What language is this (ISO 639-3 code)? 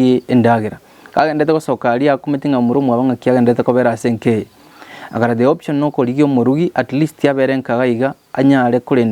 guz